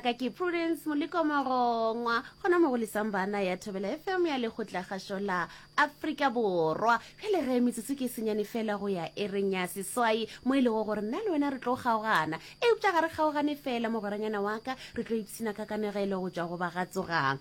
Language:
Northern Sotho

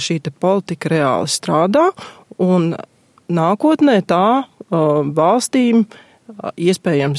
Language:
Latvian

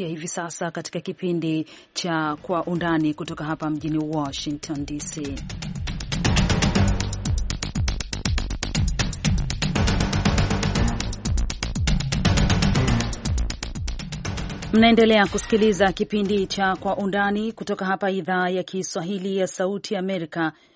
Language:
Swahili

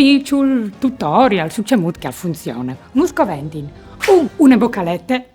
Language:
Friulian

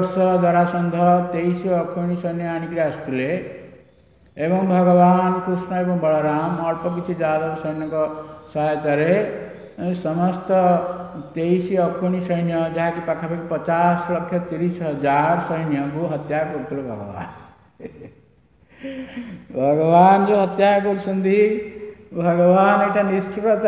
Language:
Odia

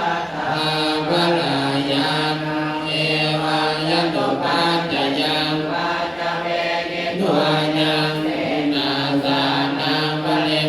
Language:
Pali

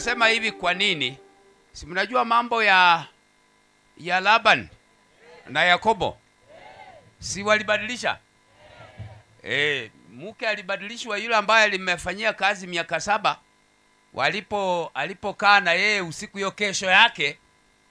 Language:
Swahili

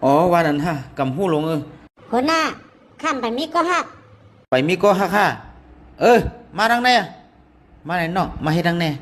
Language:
Shan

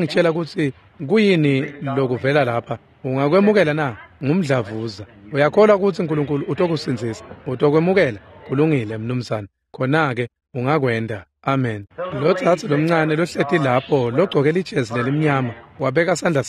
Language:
Swati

